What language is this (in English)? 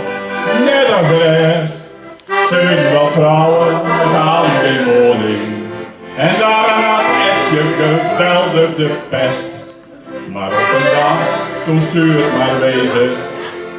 Western Frisian